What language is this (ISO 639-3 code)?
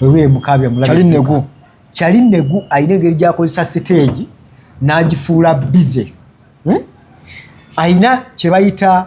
lug